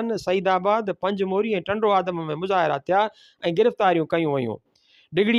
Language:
Sindhi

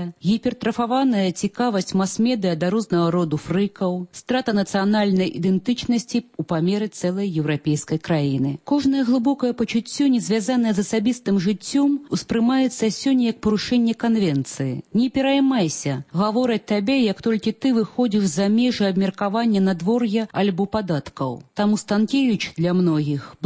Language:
Belarusian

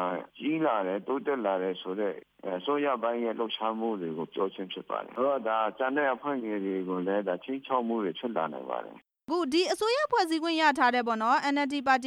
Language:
Burmese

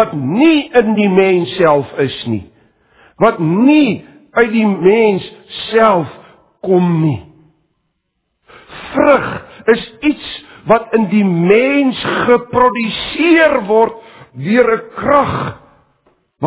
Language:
Afrikaans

